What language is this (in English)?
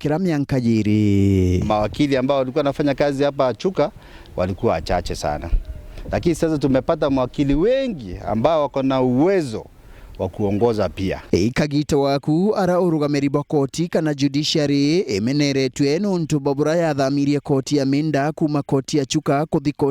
Meru